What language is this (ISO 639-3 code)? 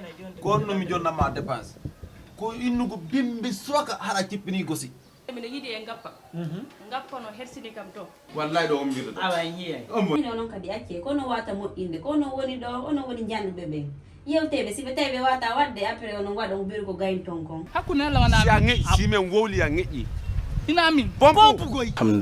ful